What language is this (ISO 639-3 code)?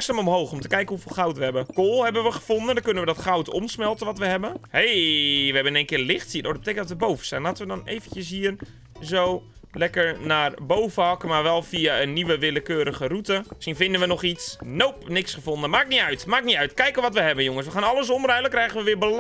nld